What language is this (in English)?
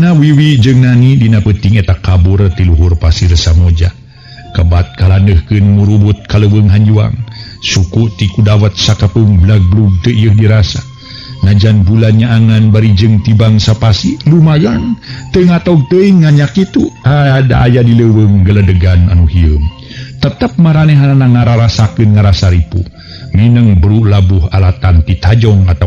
Sundanese